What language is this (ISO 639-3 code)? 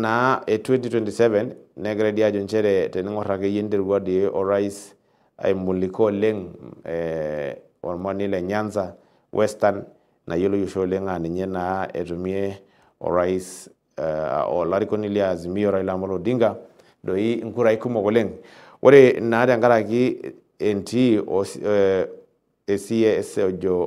mas